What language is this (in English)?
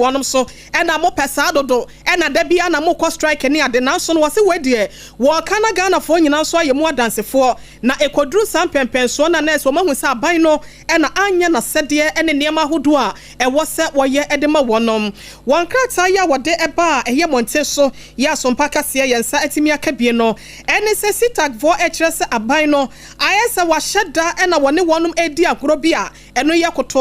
Akan